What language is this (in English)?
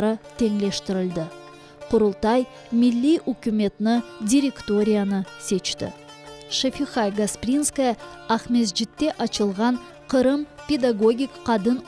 Crimean Tatar